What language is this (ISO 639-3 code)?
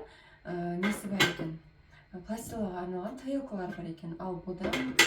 kaz